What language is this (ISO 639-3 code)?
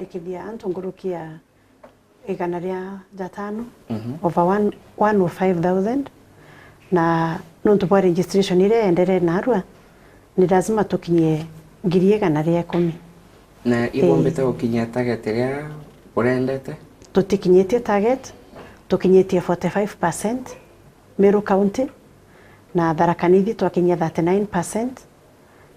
mer